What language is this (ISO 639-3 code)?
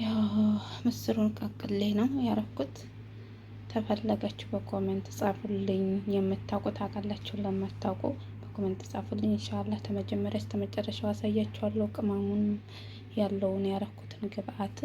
amh